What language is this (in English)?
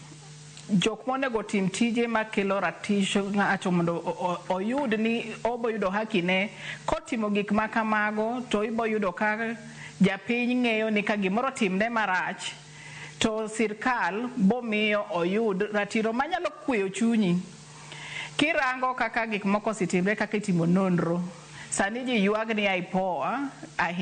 Luo (Kenya and Tanzania)